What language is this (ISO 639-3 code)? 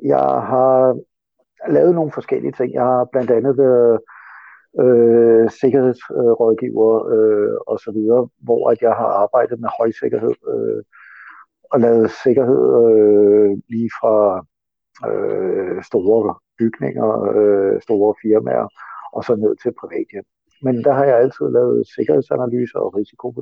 dan